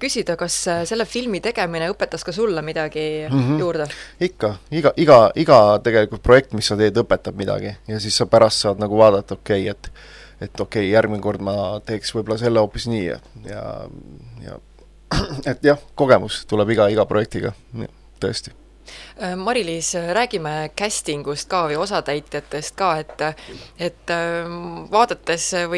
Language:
Estonian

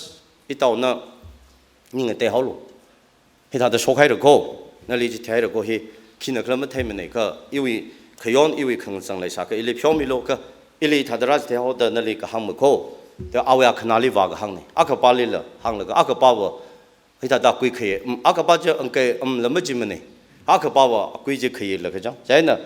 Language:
Tangkhul Naga (India)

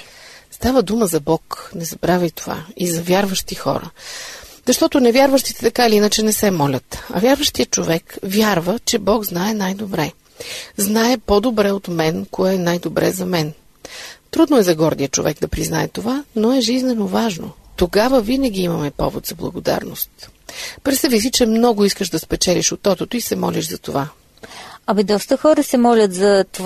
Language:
Bulgarian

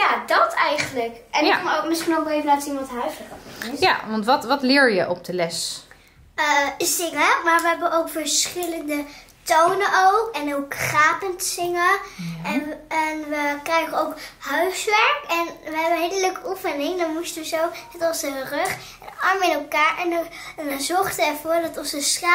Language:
Dutch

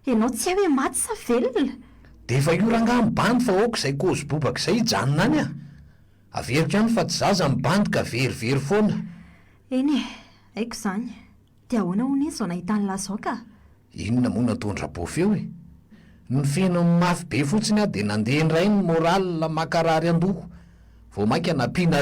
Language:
Malagasy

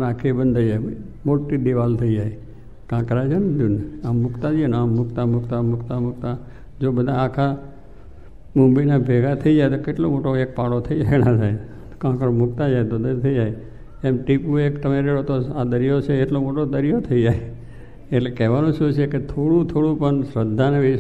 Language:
Gujarati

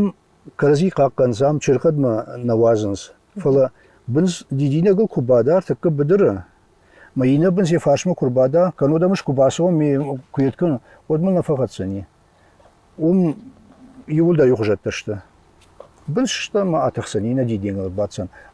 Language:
Ossetic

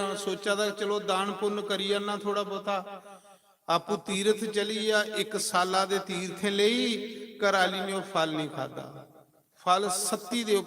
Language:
Dogri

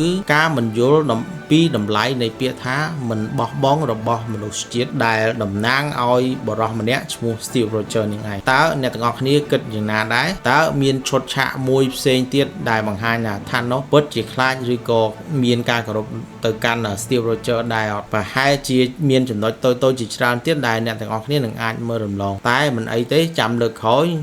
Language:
Khmer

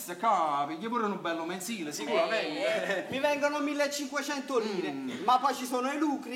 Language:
Neapolitan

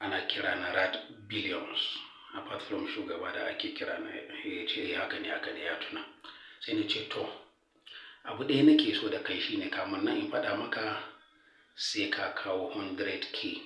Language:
Hausa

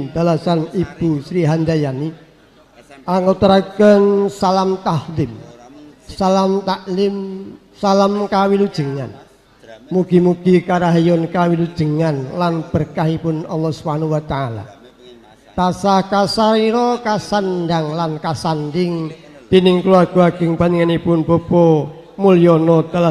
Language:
Javanese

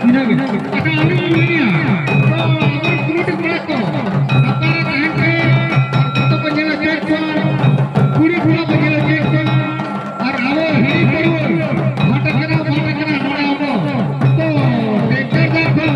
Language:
Santali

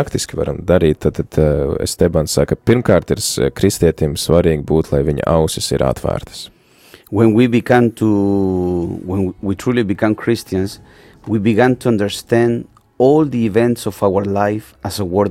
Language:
Latvian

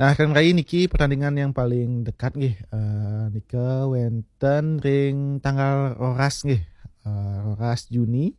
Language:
Balinese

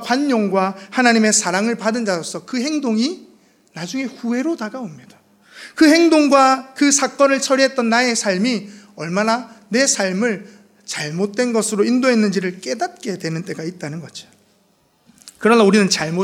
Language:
Korean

